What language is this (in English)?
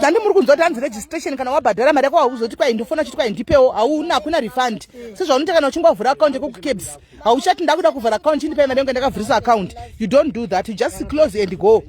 Shona